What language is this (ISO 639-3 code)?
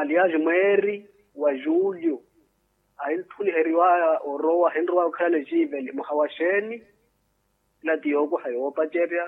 vmw